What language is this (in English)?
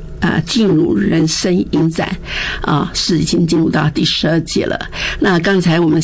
Chinese